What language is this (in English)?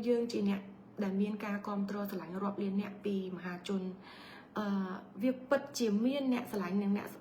Khmer